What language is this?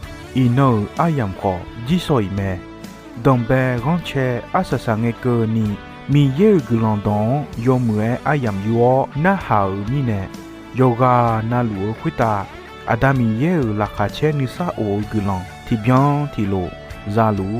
Akha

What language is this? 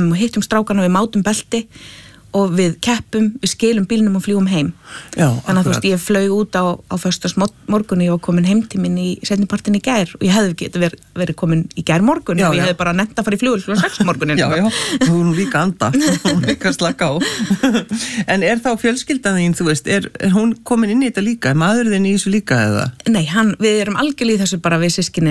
Icelandic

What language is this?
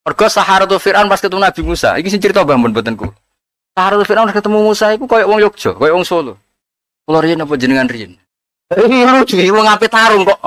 Javanese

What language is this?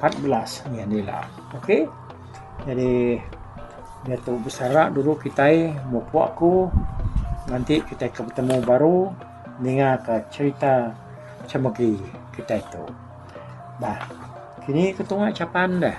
Iban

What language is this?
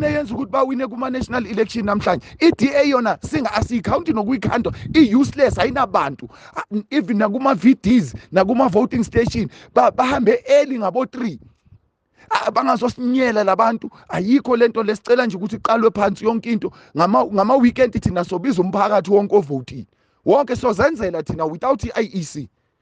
Zulu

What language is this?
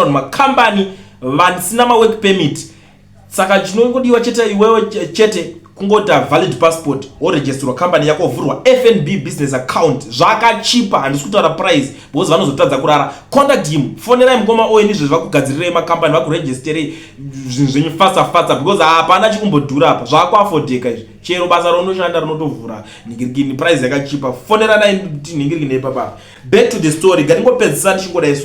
Shona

